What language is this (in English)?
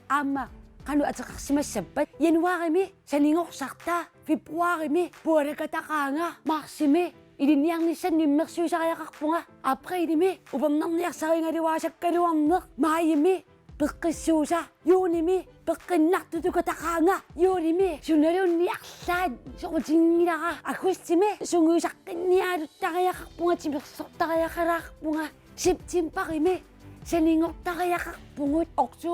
Kalaallisut